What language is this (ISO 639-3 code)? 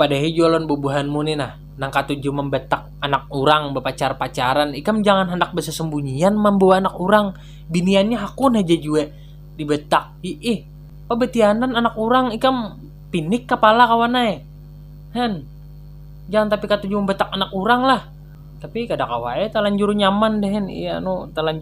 bjn